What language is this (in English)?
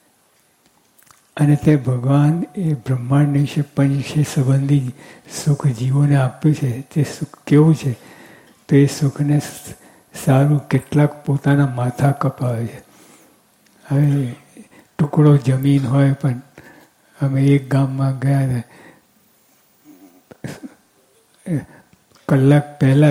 Gujarati